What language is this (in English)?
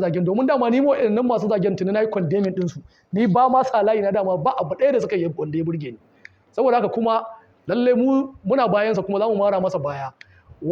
Hausa